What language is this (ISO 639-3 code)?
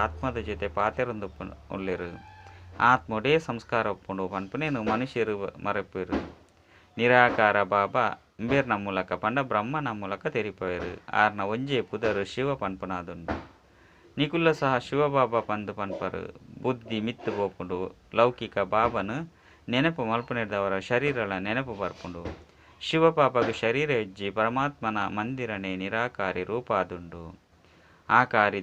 tcy